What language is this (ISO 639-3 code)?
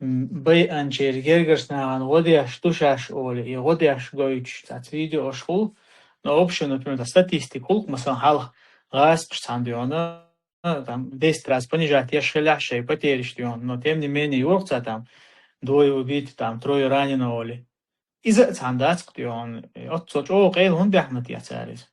che